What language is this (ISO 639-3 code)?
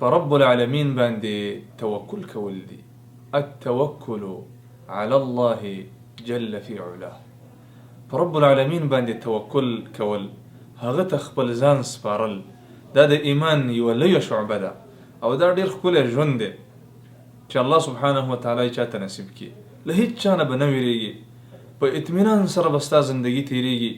pus